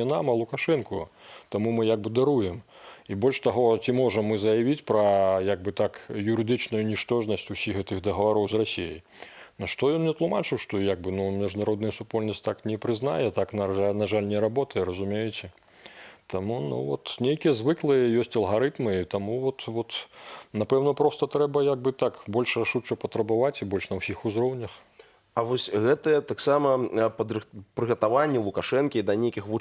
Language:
Belarusian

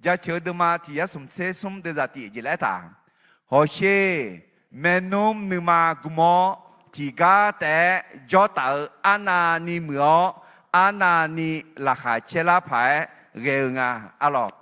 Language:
Akha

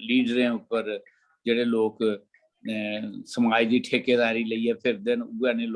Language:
Dogri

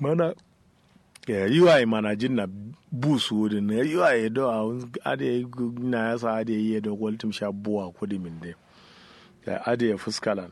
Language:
Kanuri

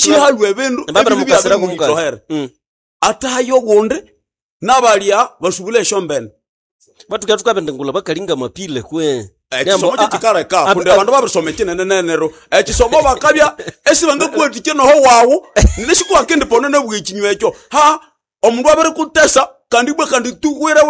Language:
Nande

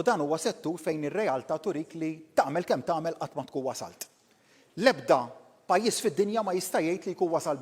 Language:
Maltese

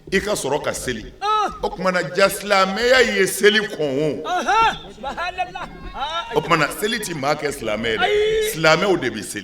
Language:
Bambara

